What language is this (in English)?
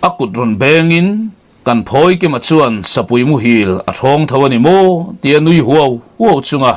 Mizo